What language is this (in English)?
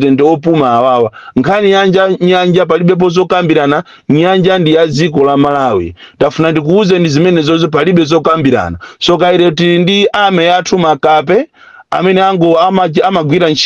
Nyanja